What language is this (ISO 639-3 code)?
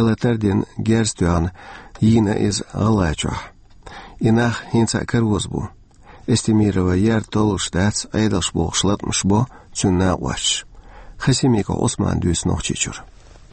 che